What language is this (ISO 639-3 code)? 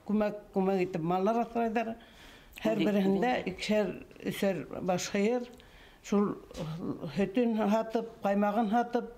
bak